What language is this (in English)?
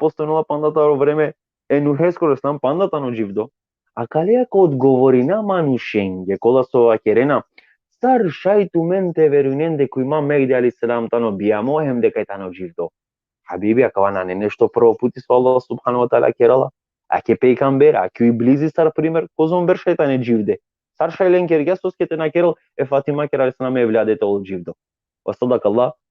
Balkan Romani